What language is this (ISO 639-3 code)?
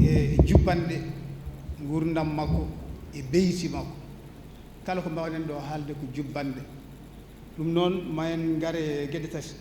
ful